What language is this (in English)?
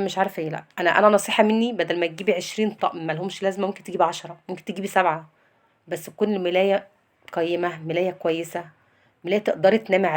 Egyptian Arabic